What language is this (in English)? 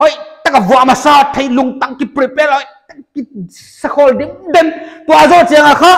Paite Chin